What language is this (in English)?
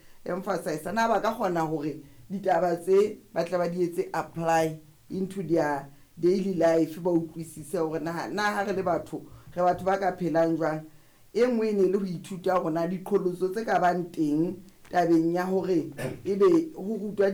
Southern Sotho